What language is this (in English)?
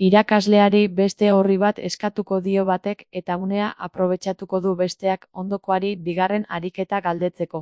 Basque